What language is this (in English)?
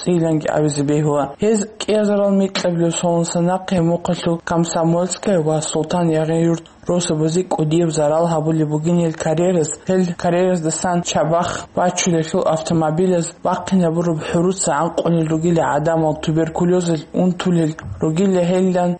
Avaric